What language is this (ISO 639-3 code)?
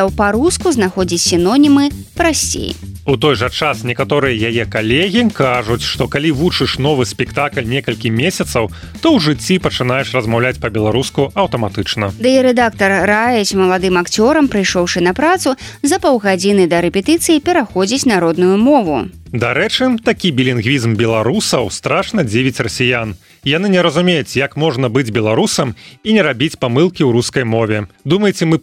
bel